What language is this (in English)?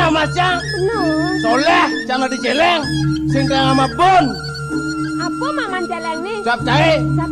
Balinese